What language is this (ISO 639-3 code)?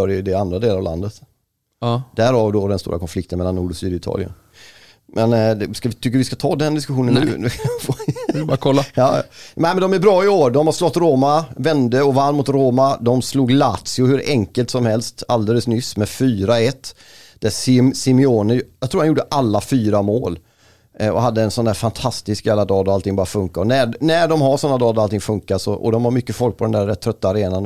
swe